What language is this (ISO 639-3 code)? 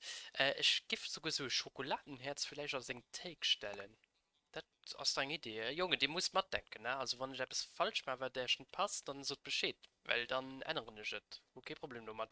ltz